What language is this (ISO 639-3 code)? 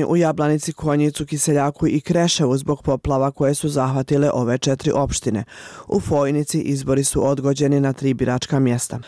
bos